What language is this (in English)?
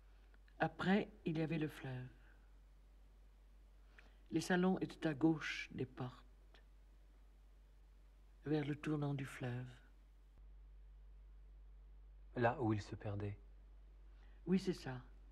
French